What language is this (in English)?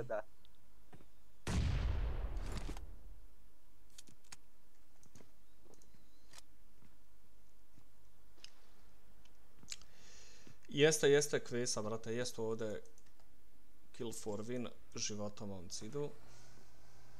Bosnian